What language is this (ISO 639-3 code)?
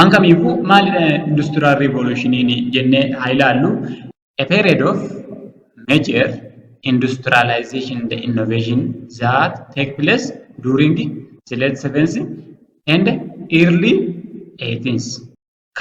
orm